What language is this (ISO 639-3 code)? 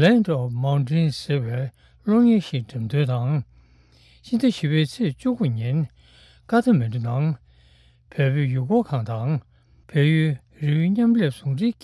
bod